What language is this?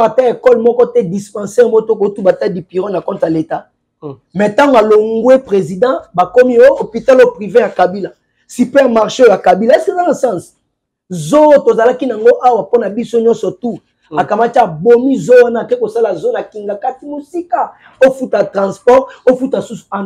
Lingala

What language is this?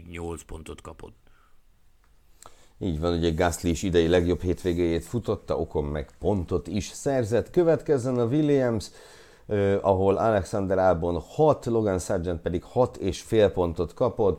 Hungarian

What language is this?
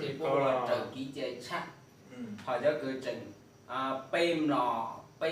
Hmong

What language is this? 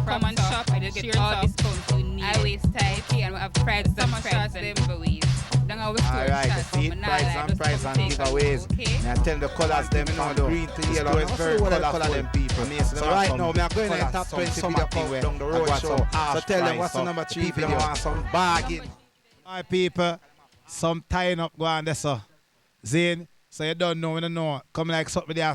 Jamaican Creole English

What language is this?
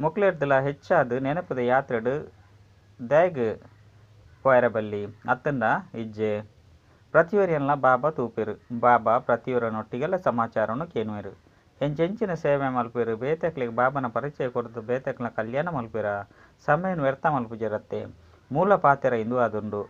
Tulu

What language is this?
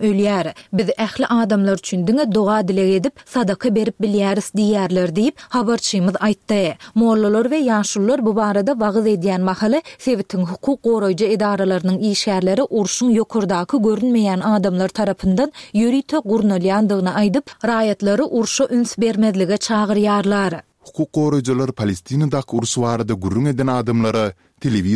Turkmen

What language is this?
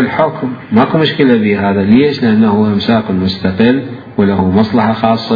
Mesopotamian Arabic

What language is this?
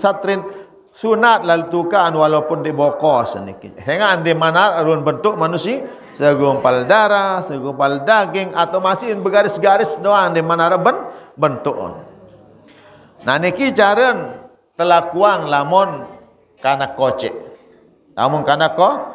Sasak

